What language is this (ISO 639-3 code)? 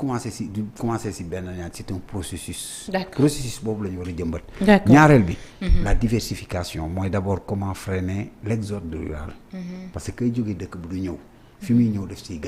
wol